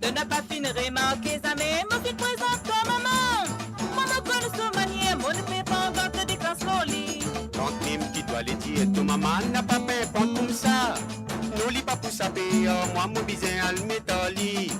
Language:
Morisyen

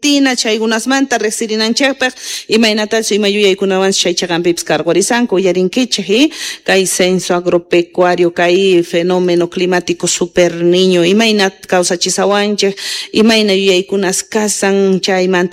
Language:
Quechua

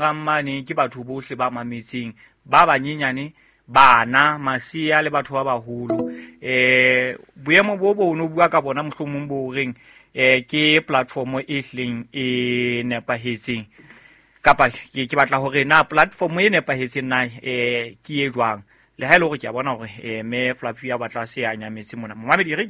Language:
Southern Sotho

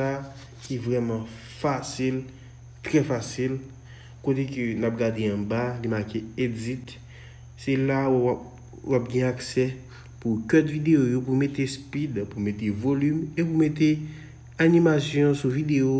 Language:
Haitian Creole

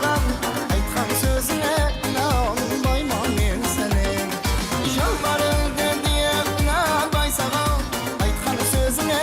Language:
Kara-Kalpak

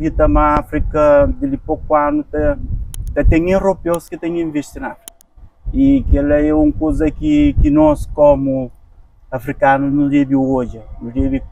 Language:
Kabuverdianu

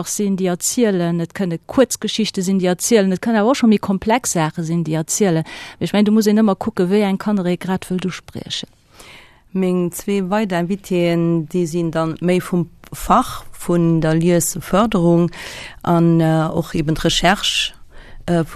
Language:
Luxembourgish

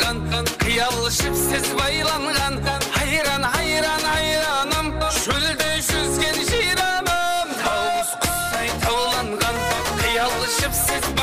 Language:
Kara-Kalpak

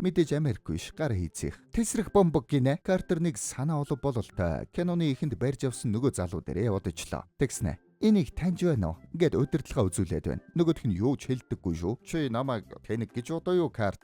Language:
Mongolian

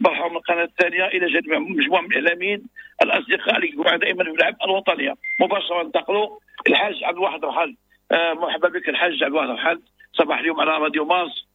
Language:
Moroccan Arabic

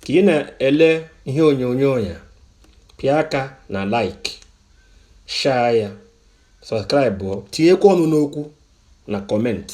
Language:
Igbo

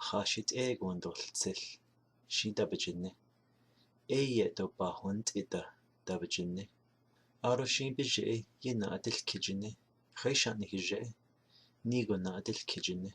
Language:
Navajo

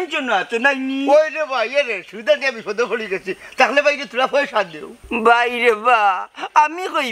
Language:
Sylheti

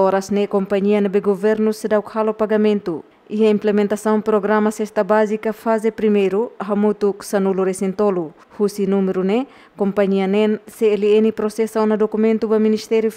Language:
Tetum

